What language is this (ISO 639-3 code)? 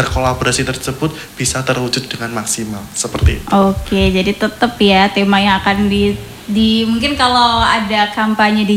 ind